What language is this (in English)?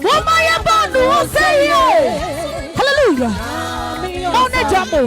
Adangme